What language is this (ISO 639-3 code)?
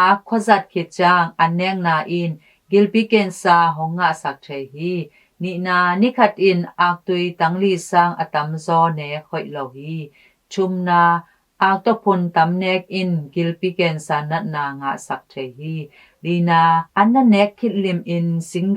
ctd